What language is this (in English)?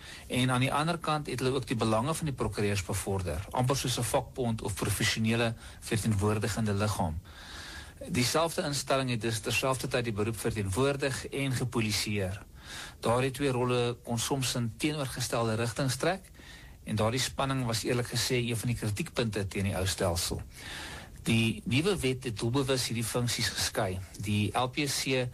Afrikaans